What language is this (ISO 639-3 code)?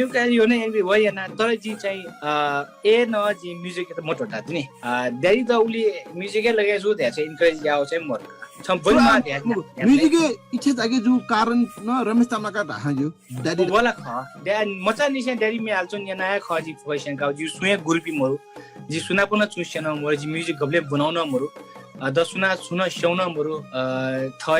new